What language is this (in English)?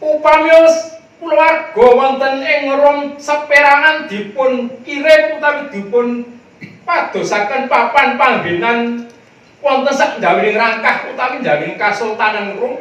Javanese